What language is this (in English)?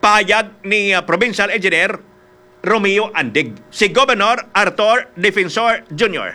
Hiligaynon